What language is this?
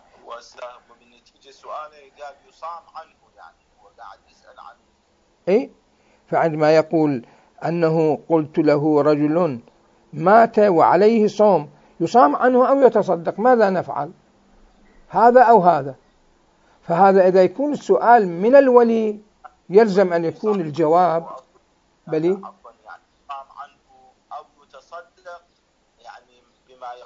Mesopotamian Arabic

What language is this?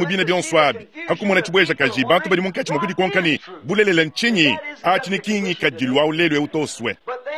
Luba-Lulua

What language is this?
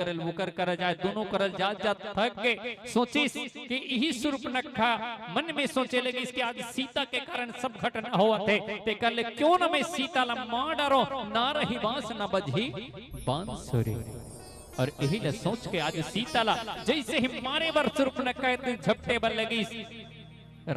Chhattisgarhi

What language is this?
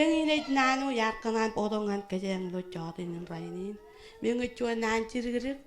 Marshallese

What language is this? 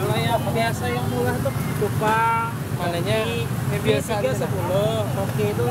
Banjar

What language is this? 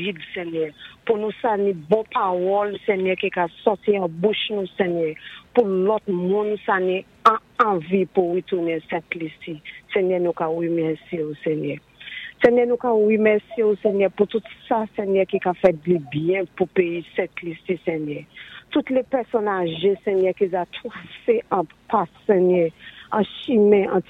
Saint Lucian Creole French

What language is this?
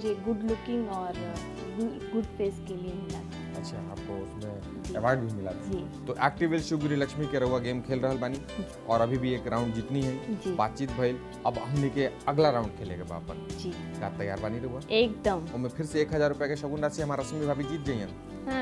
Bhojpuri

